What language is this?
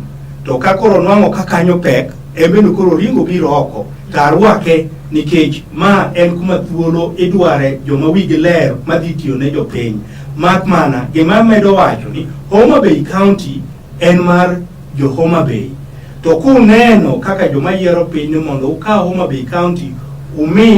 Luo (Kenya and Tanzania)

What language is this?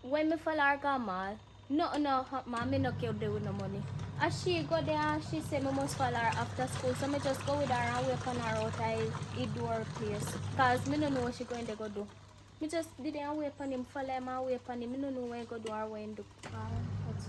Jamaican Creole English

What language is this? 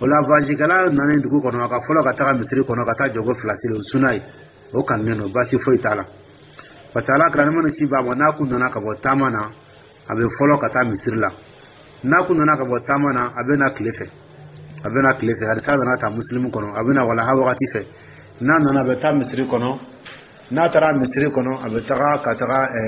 Dyula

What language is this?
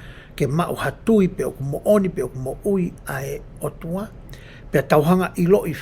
Tongan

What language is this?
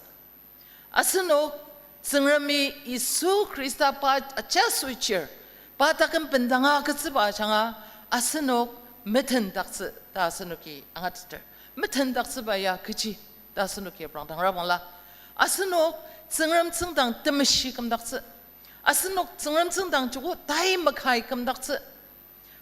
Ao Naga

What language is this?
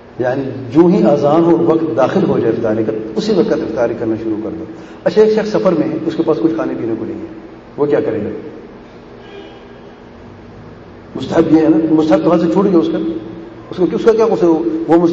Urdu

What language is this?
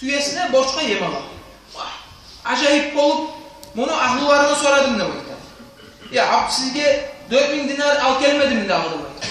Kumyk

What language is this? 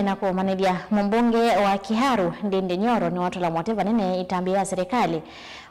Kamba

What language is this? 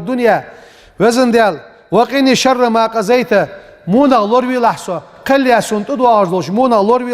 Ingush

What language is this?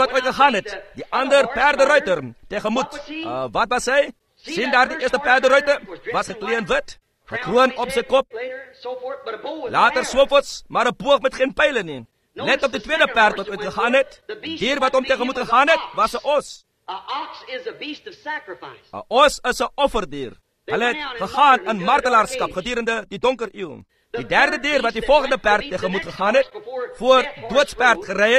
Afrikaans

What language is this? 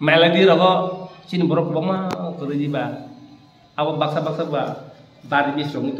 Kok Borok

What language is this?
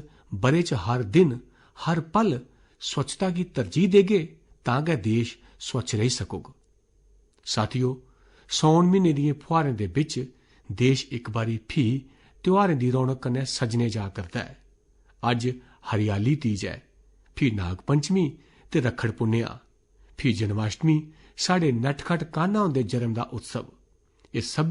Dogri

